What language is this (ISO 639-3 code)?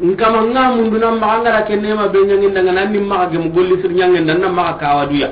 snk